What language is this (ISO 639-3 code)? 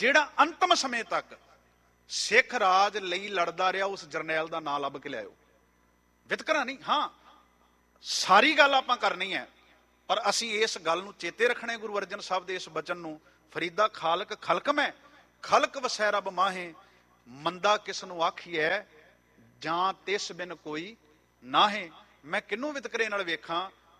pan